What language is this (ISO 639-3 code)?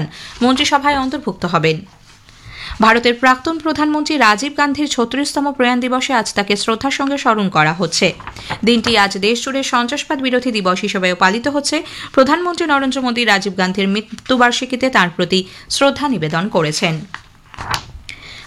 ben